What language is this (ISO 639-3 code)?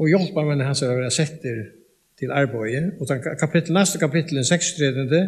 fao